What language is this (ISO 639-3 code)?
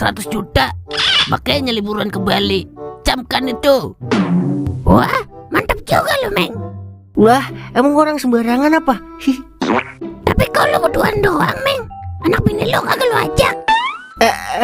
bew